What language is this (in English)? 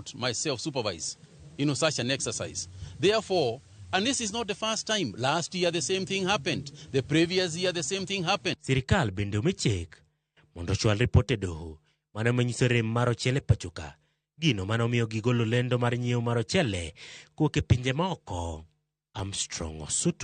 Luo (Kenya and Tanzania)